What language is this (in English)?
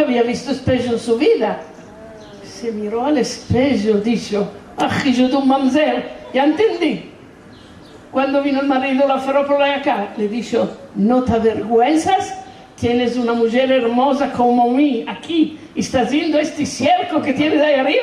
Ladino